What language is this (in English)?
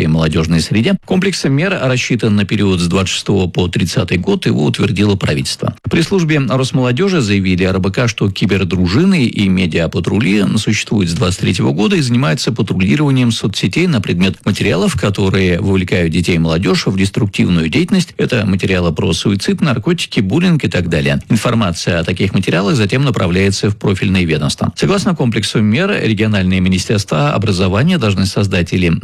Russian